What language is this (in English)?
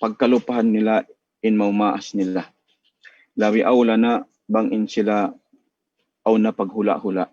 Tausug